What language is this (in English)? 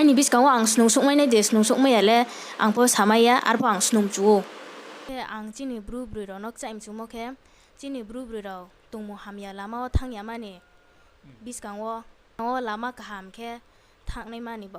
Riang (India)